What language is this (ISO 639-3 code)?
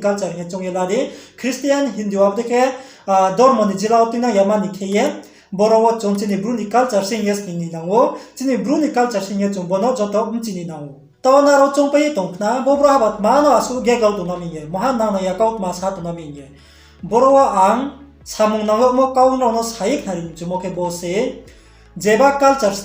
ria